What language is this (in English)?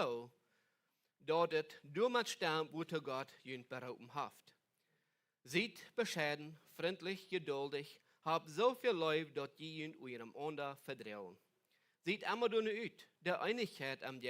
Plautdietsch